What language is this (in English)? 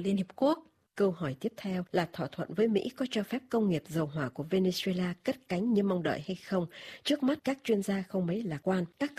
Vietnamese